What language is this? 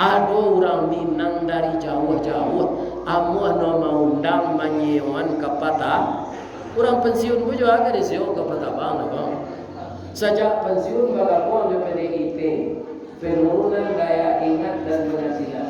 Minangkabau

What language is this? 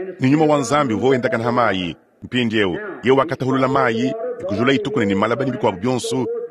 Luba-Lulua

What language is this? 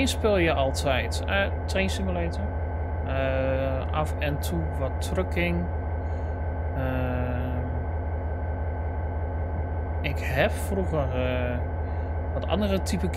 Dutch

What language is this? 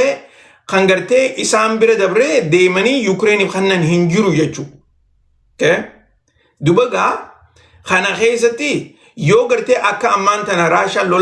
Oromo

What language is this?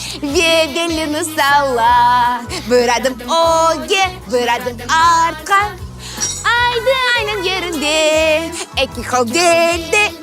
Crimean Tatar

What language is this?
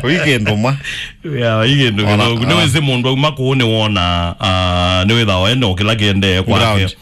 Kamba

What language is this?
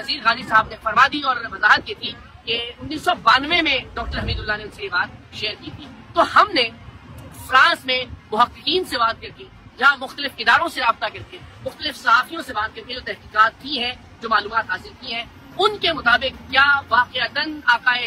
Urdu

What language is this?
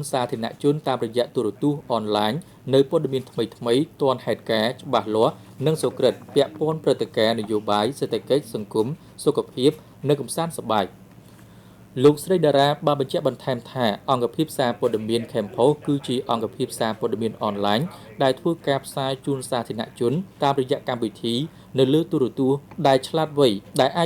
Khmer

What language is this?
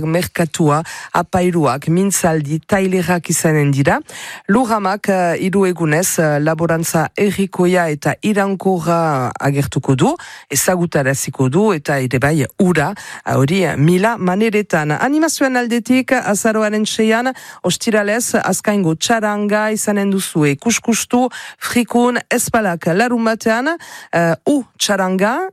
Basque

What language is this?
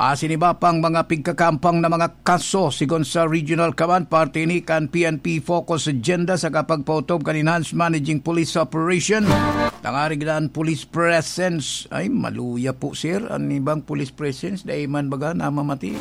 Bikol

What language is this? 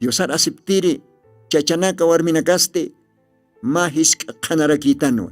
Aymara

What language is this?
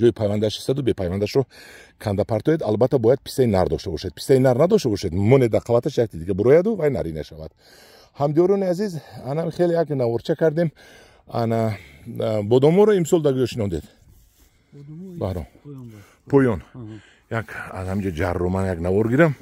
Tajik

